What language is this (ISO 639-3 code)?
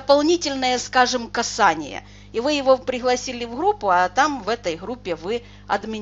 rus